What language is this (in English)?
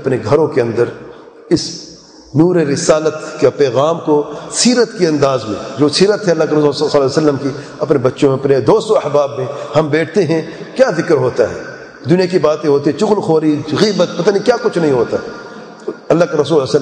Urdu